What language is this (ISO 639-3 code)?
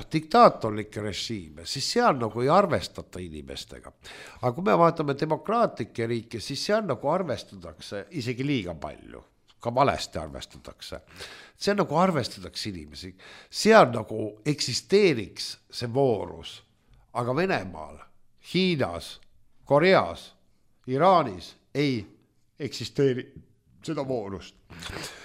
est